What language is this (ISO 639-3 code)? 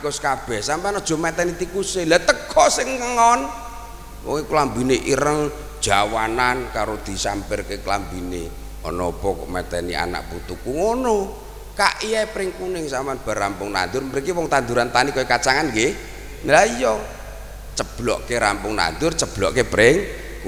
jav